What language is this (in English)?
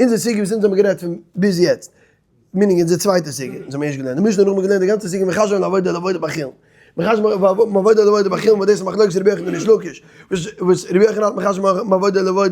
Yiddish